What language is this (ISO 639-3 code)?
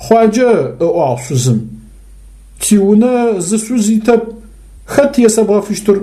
ady